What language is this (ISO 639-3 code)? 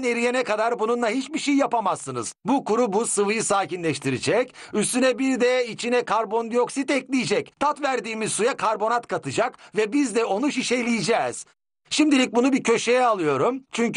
tur